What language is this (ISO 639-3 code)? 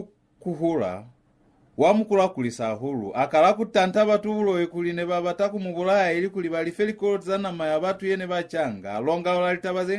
loz